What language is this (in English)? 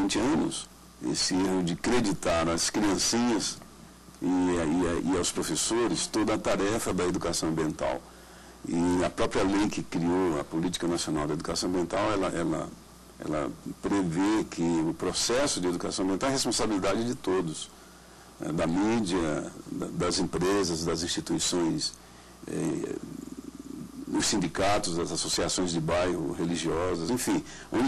Portuguese